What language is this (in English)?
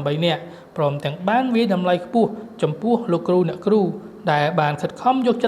Khmer